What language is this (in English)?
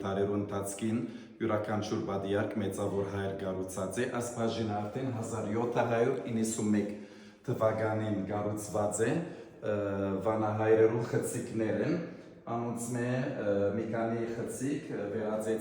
Western Armenian